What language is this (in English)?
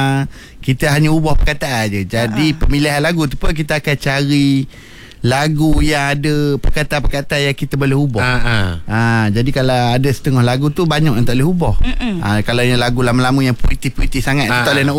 Malay